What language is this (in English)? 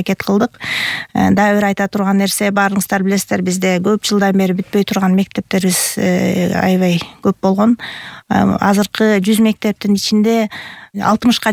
Kyrgyz